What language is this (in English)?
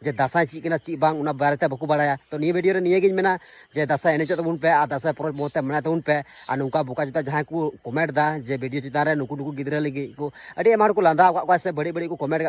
Santali